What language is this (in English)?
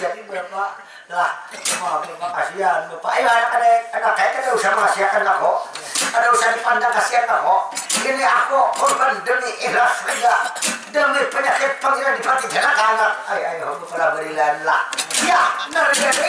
Banjar